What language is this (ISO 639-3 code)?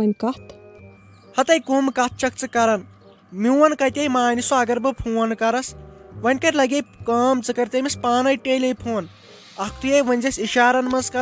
kas